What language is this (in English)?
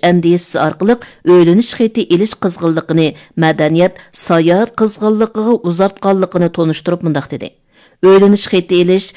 Uyghur